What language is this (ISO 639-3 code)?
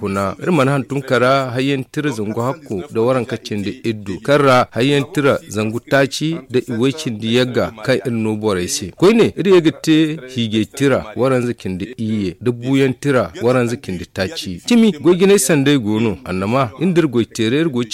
dje